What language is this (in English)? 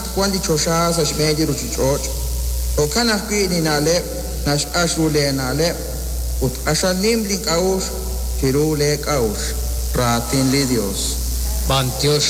Kekchí